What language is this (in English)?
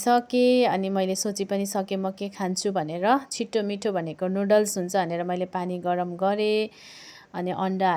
Nepali